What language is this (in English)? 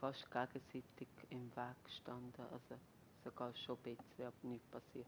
Swiss German